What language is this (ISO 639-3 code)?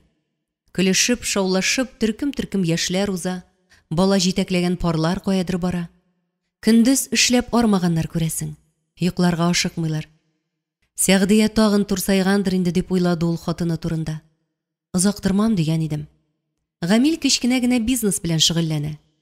tat